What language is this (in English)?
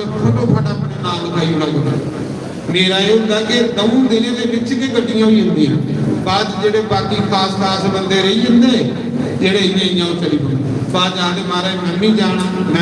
Dogri